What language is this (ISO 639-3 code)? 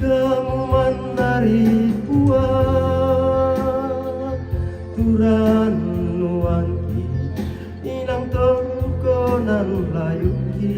sda